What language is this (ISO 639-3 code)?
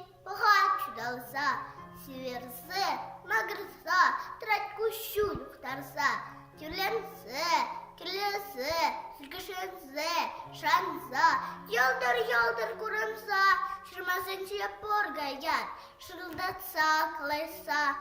chv